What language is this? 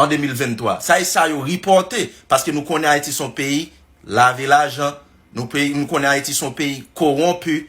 Haitian Creole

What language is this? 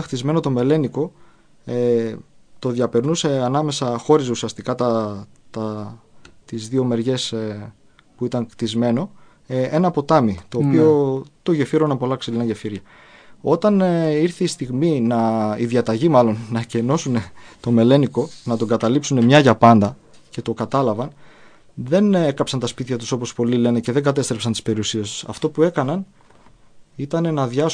Greek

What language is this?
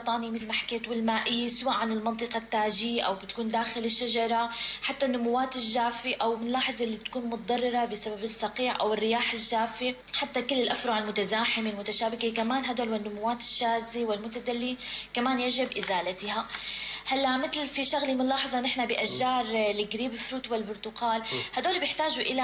North Levantine Arabic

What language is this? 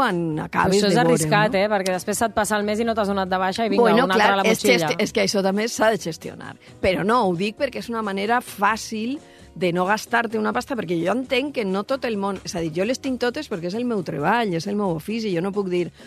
Catalan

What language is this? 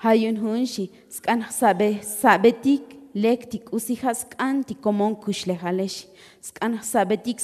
Tzotzil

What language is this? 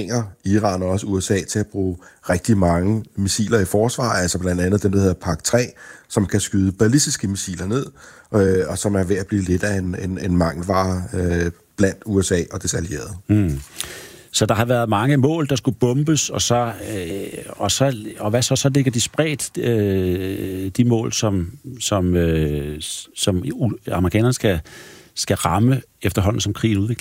Danish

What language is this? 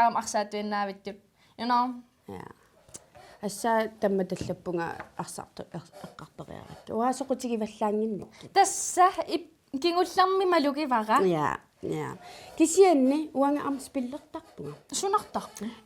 Kalaallisut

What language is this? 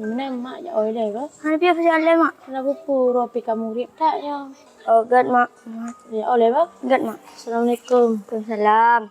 Achinese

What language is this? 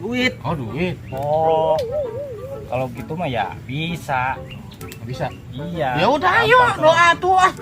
Betawi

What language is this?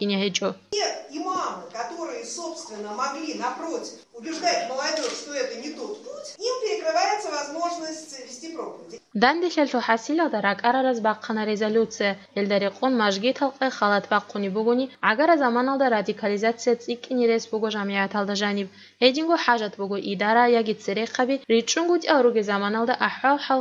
Avaric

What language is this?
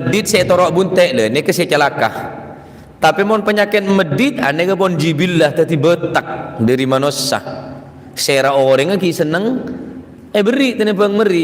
Madurese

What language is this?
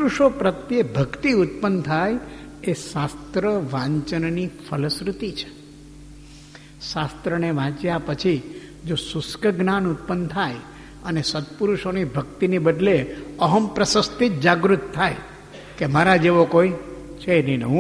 Gujarati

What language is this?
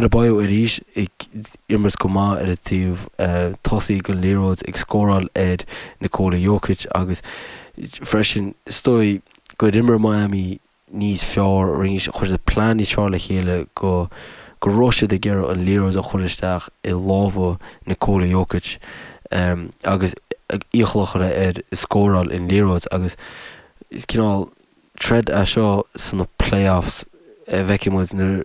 Irish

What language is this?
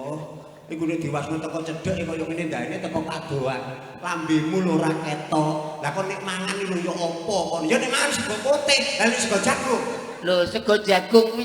Javanese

